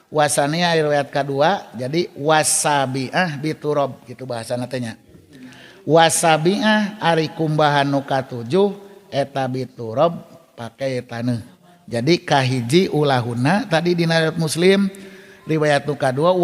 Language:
Sundanese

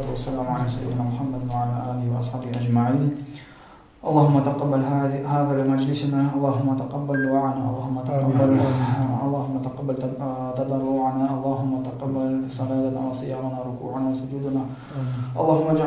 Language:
Nogai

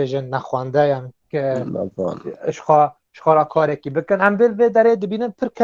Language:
Kurdish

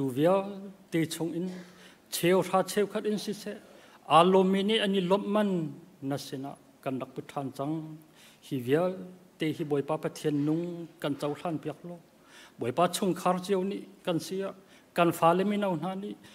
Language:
Hakha Chin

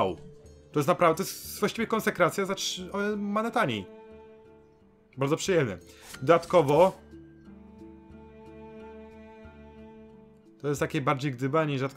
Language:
Polish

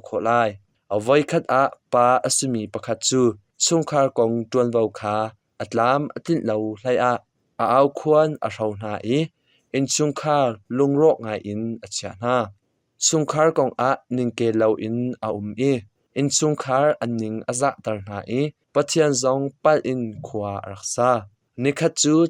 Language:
Hakha Chin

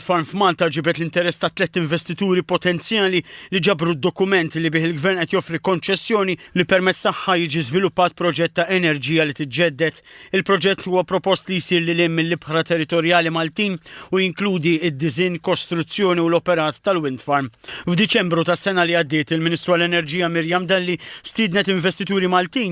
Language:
Maltese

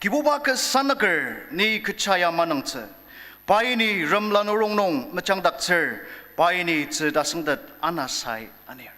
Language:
Ao Naga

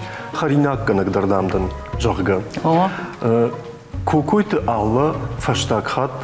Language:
Ossetic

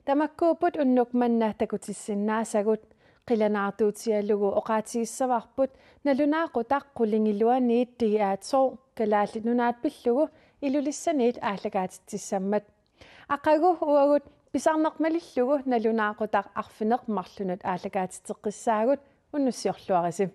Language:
Kalaallisut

